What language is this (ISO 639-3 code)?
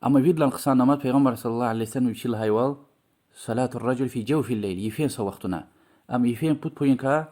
lez